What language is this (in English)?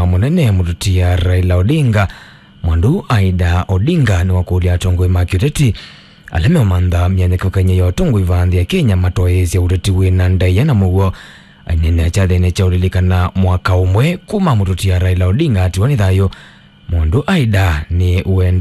Kamba